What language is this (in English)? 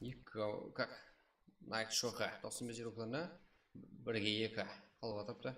Kara-Kalpak